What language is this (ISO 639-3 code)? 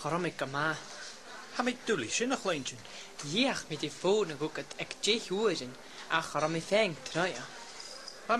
gla